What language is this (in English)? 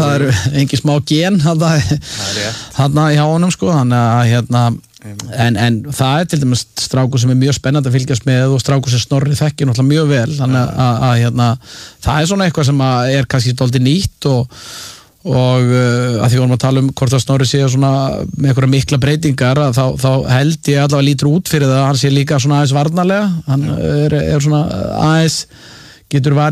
Icelandic